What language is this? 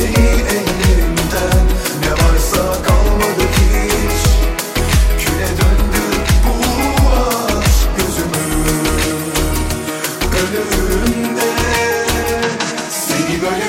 Turkish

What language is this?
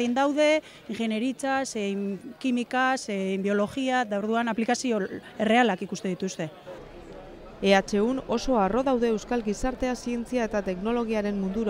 Basque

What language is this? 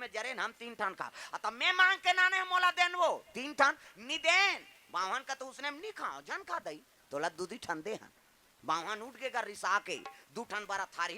Chhattisgarhi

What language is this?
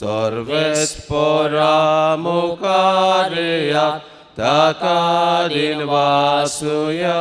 Konkani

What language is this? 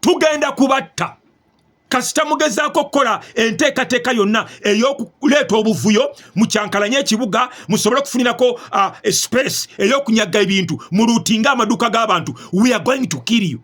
Ganda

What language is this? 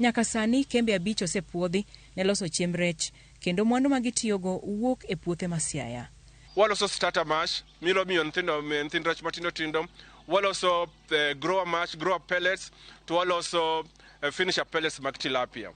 Luo (Kenya and Tanzania)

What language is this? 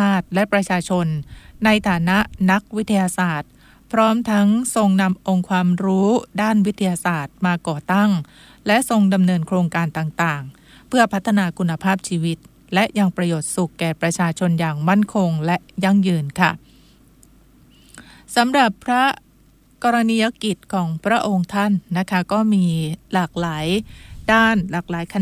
Thai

